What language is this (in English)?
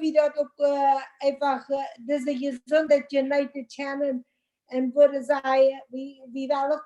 Plautdietsch